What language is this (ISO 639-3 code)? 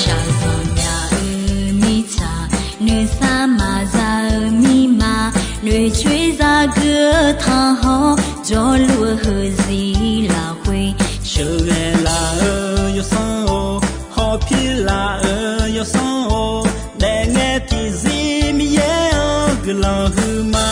ahk